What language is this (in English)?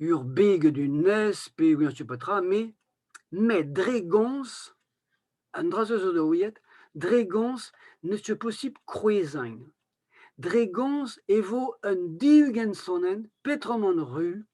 Breton